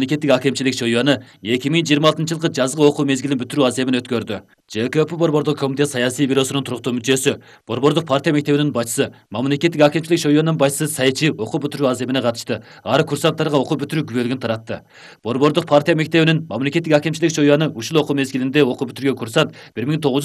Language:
Kyrgyz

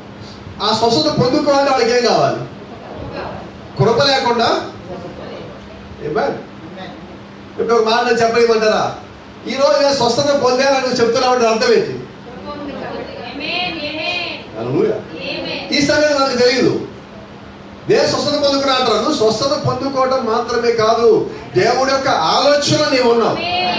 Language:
Telugu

